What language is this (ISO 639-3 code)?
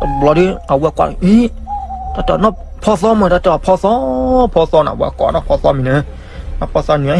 ksw